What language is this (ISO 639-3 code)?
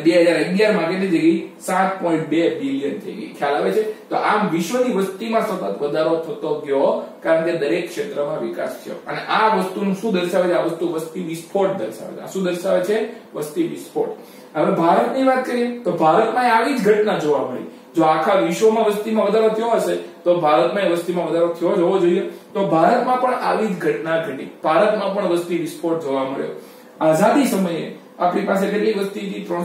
guj